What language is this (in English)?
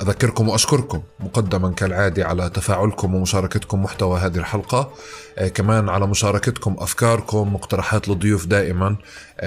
North Levantine Arabic